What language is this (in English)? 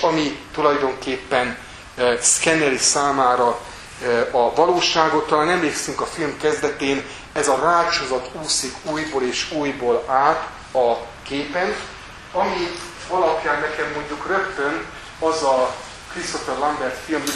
Hungarian